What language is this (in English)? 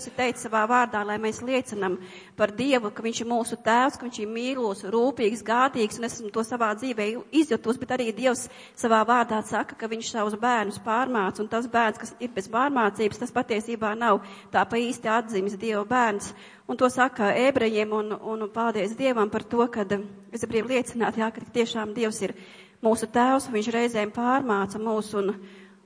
Latvian